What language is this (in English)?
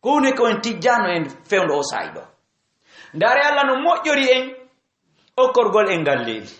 Fula